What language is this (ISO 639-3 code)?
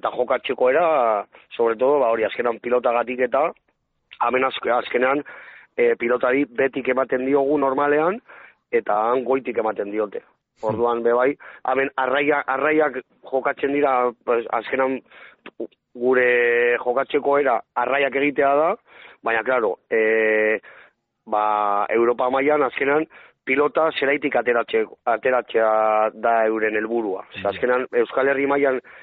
eus